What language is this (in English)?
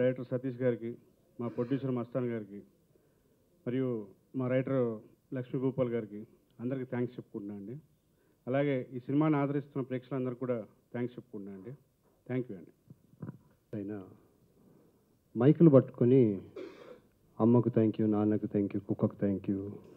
Telugu